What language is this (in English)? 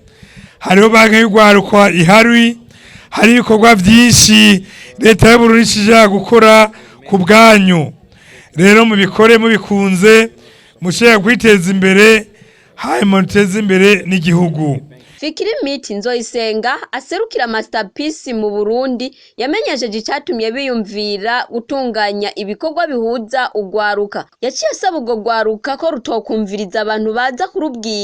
Rundi